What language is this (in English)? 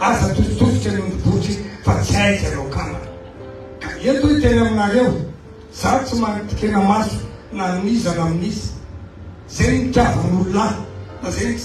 Malagasy